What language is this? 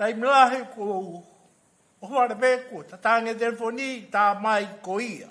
Tongan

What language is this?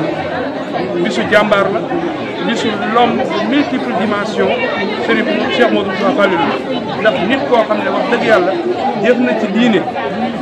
Wolof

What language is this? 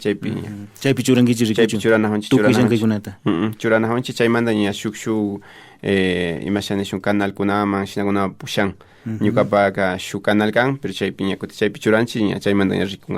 Imbabura Highland Quichua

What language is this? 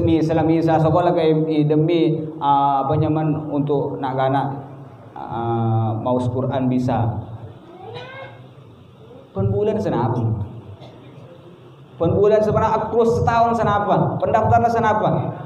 Indonesian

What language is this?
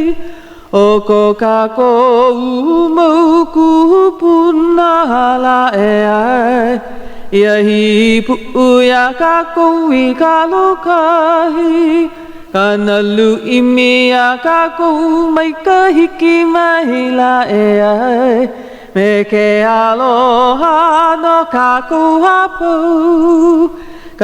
Hawaiian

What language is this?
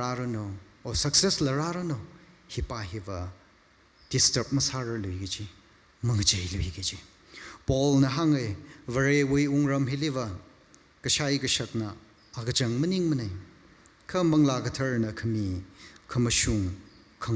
Tangkhul Naga (India)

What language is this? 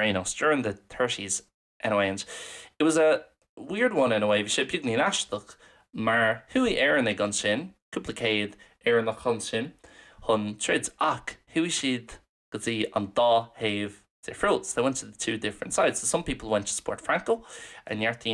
Irish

